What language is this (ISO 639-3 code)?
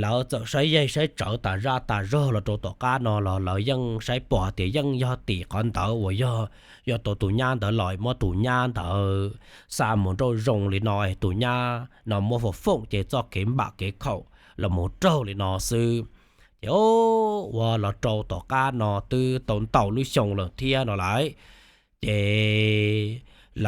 hmn